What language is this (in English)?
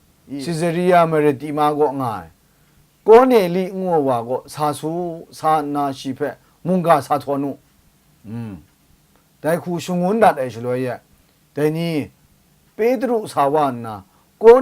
Kachin